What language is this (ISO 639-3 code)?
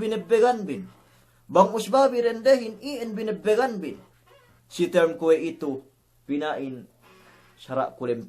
yka